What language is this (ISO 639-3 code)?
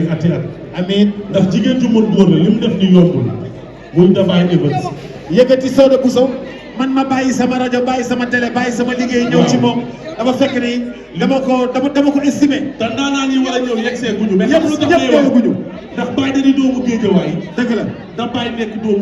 wol